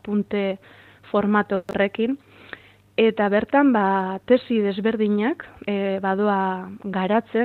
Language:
Basque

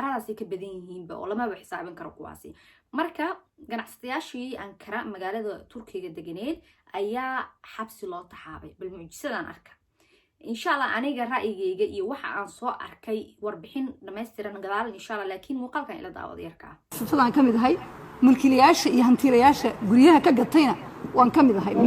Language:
Somali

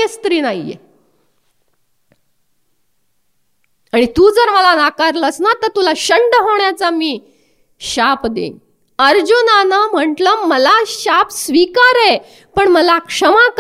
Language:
Marathi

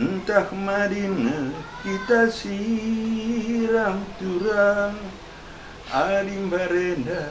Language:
Batak Karo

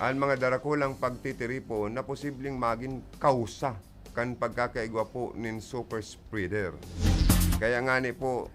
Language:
Bikol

